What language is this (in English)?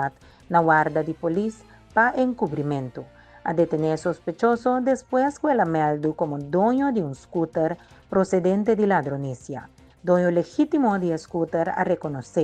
Papiamento